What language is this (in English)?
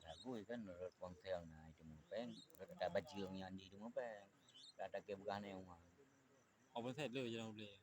Achinese